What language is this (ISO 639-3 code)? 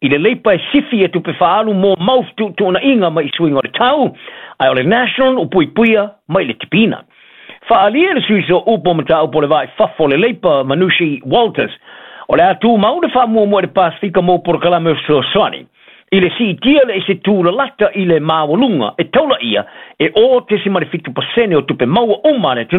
smo